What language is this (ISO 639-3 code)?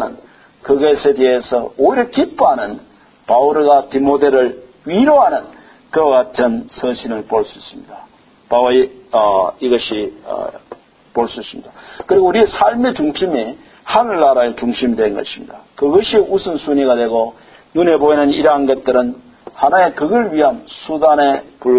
kor